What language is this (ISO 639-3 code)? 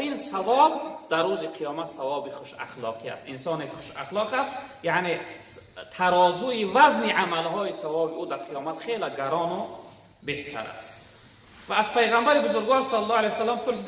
tgk